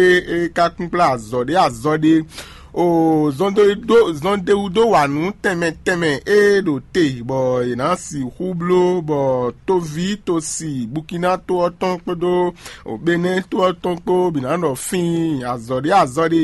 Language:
Fon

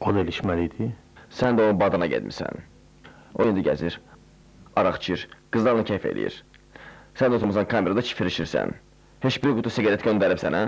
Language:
Azerbaijani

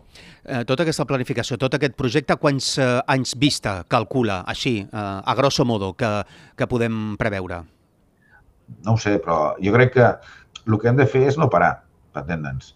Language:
Catalan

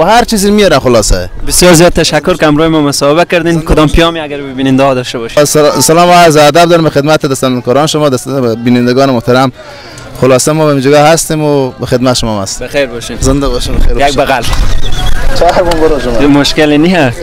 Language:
Persian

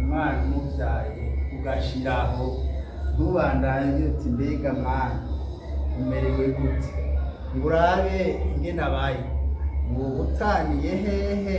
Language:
Rundi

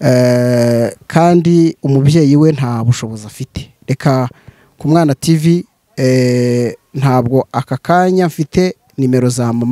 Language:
Kinyarwanda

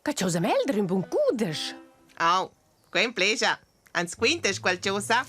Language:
Romansh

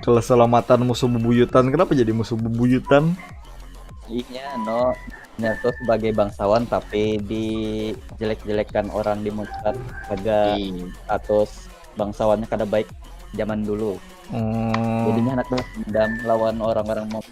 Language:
Banjar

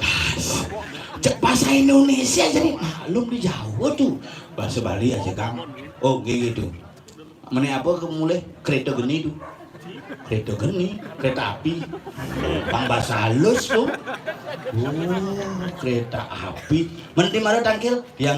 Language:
Balinese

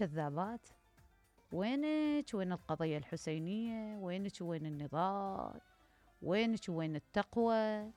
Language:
Mesopotamian Arabic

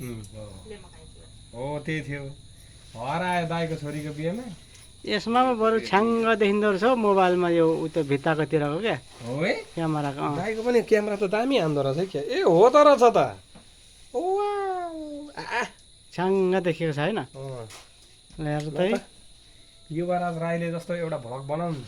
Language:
Nepali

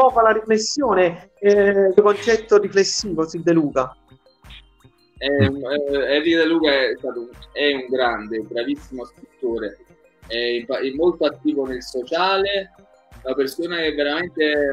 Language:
Italian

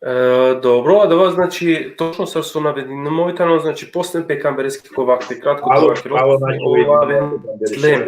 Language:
Balkan Romani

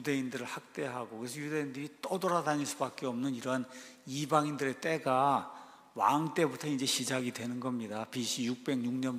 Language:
Korean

